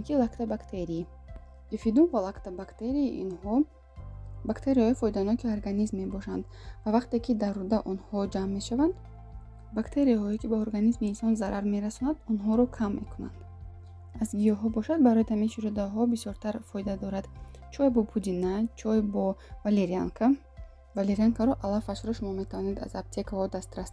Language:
Tajik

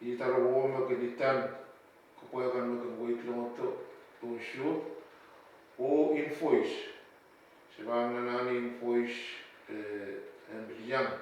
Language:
Pohnpeian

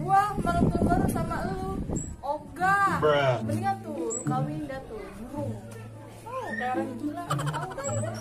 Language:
Betawi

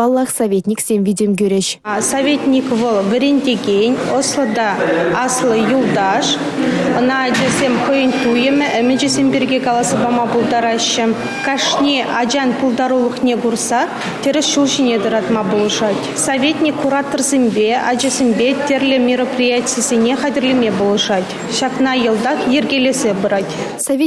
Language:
Chuvash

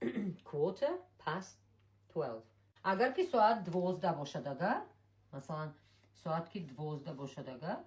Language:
Tajik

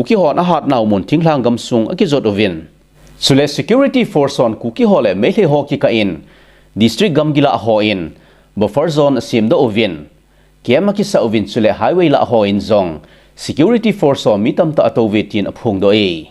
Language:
Thado Chin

